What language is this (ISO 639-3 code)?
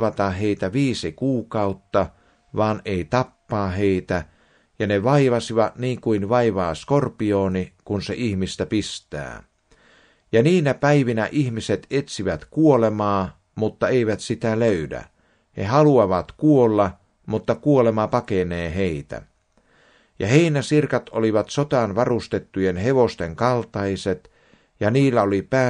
fin